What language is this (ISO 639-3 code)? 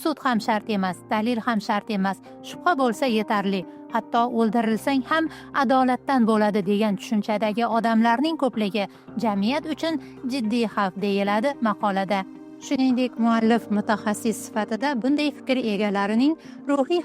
uzb